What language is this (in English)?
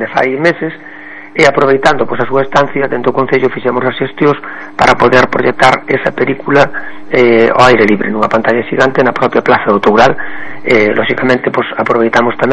Galician